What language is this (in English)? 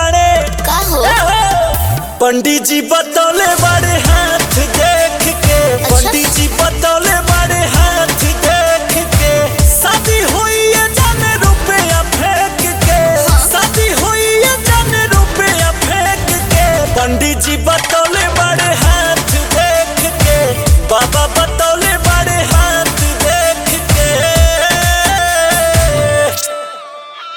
Bhojpuri